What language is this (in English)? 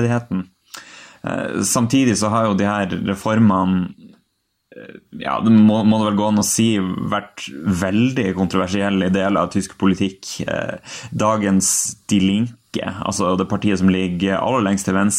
Norwegian